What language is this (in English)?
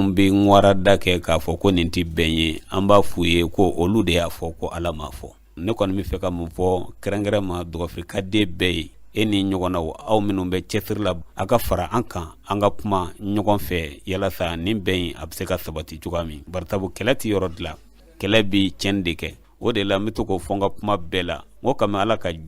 Bambara